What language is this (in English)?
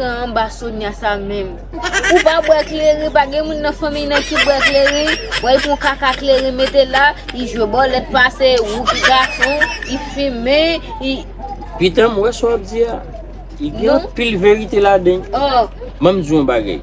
Haitian Creole